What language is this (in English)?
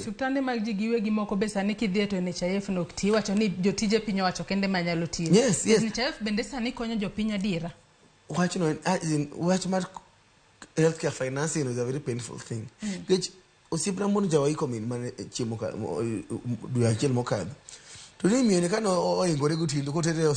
Luo (Kenya and Tanzania)